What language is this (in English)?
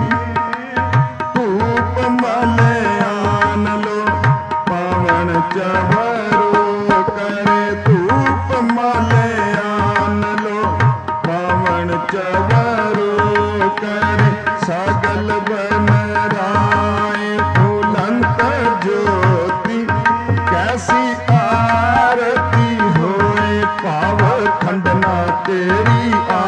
Punjabi